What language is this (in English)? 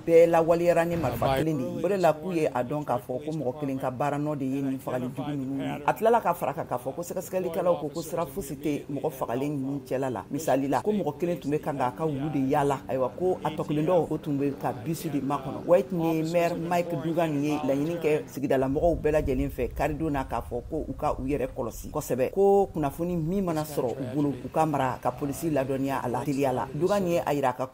Bambara